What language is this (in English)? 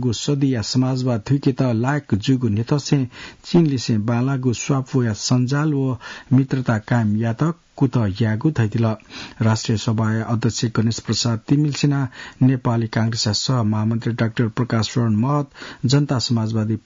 Newari